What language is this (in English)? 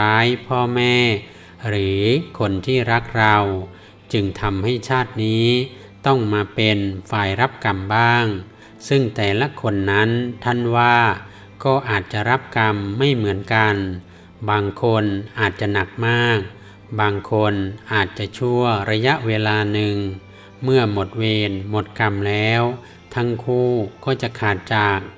Thai